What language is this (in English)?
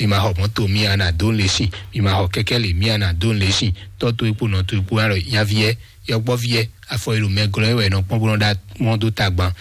Fon